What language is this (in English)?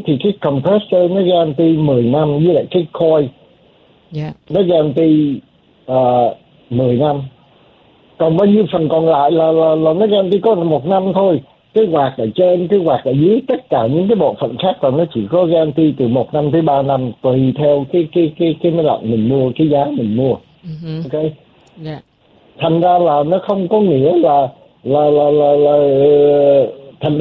Vietnamese